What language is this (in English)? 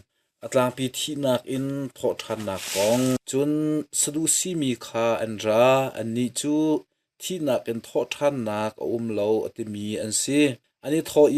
Hakha Chin